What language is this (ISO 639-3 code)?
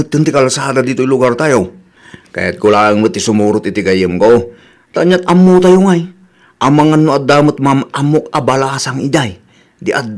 ilo